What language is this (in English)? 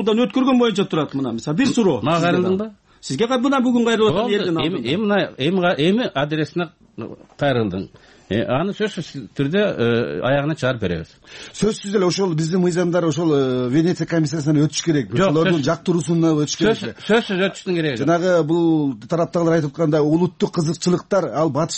Kyrgyz